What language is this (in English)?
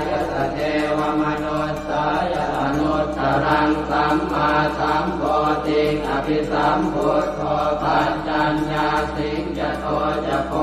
Pali